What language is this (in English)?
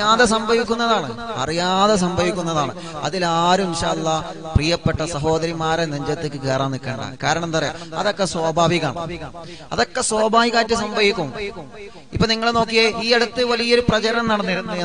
Malayalam